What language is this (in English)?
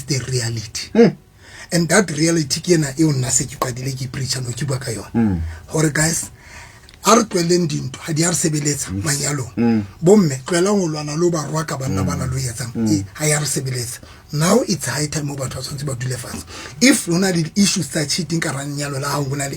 Southern Sotho